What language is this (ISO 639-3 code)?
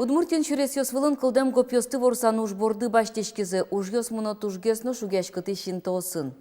udm